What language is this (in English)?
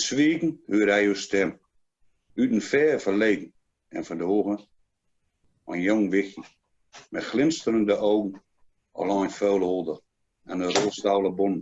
Gronings